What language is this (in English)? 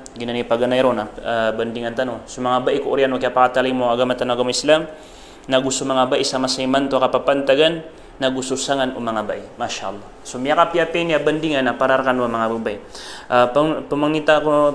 Maranao